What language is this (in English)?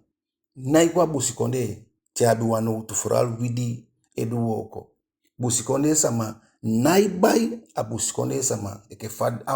Eastern Maroon Creole